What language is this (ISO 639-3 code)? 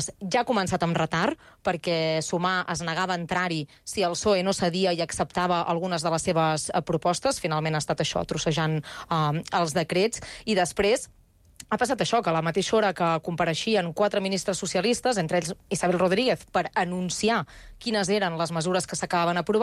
cat